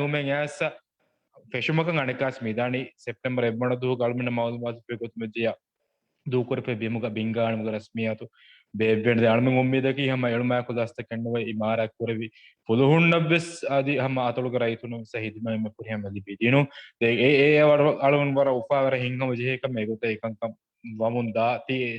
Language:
Divehi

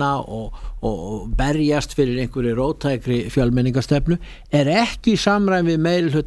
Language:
Icelandic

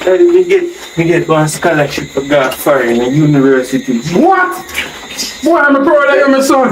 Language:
Jamaican Creole English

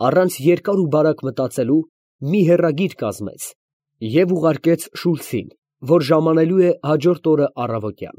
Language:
Armenian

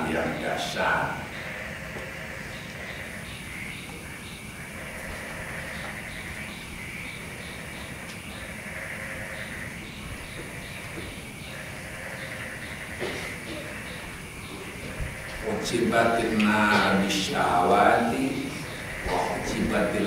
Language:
Javanese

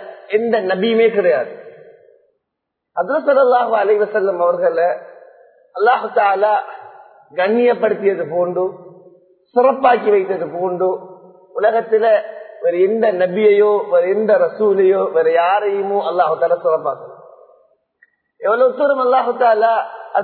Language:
Tamil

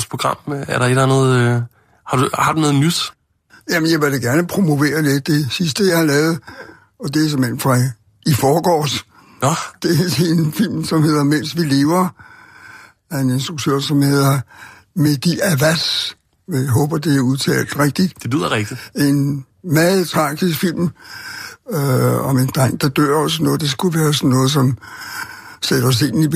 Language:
Danish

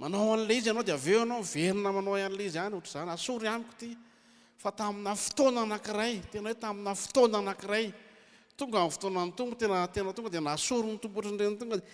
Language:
Malagasy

